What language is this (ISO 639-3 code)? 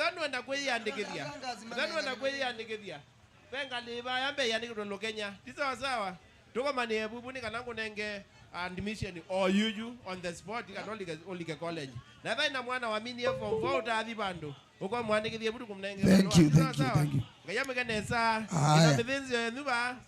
kam